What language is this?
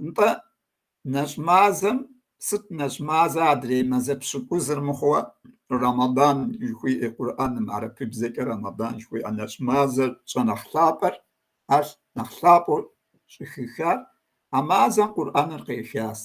Kabardian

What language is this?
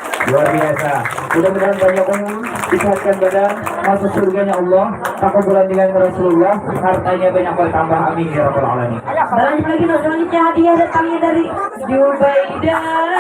Banjar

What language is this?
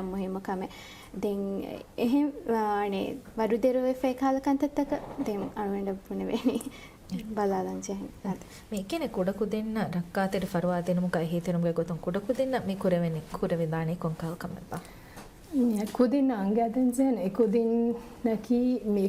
Divehi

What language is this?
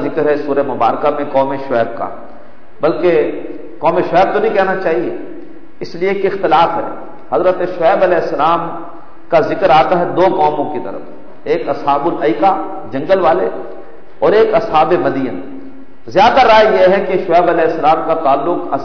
Urdu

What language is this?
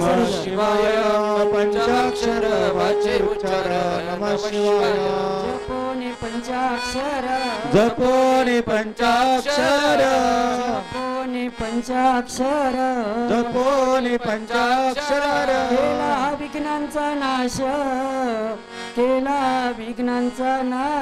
Marathi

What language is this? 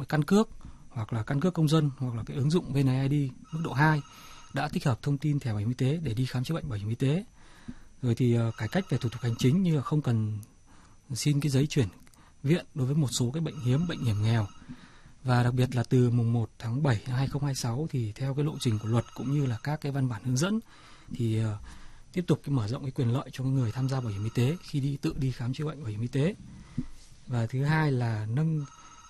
Vietnamese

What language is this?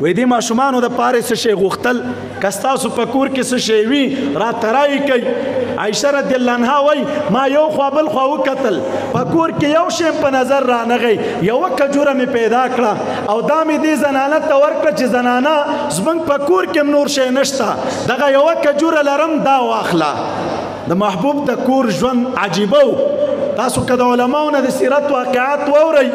Pashto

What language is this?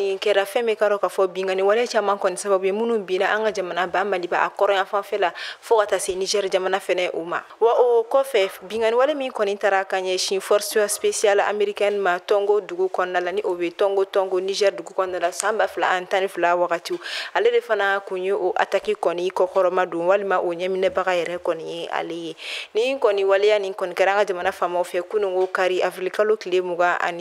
Bambara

